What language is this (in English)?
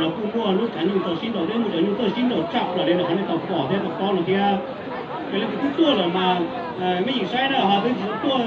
Hmong